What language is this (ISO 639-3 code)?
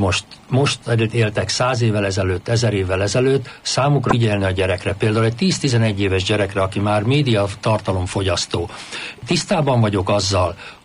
hun